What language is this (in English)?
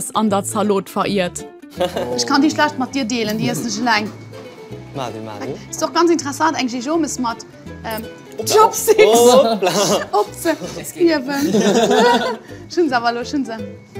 Luxembourgish